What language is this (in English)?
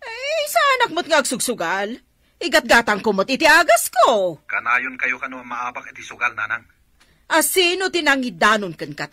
Iloko